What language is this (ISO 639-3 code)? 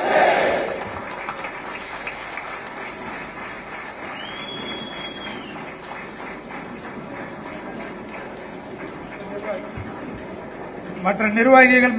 tam